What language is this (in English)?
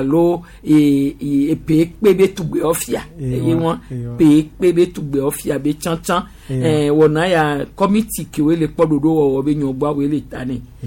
Gen